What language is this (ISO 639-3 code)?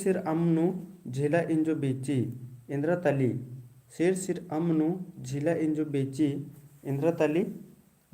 kru